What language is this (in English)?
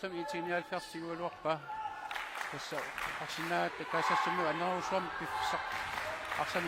Kalaallisut